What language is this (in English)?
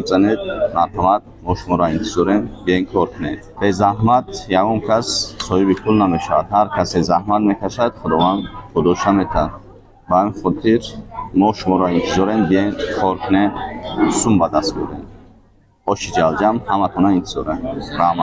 Tajik